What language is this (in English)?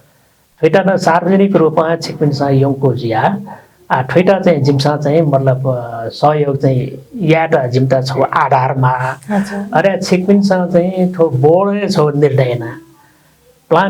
Newari